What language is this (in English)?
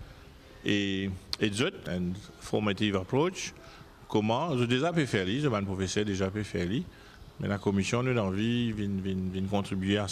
Morisyen